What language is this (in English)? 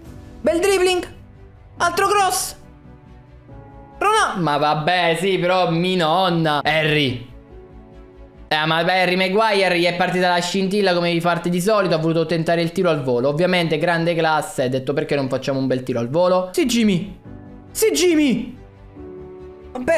Italian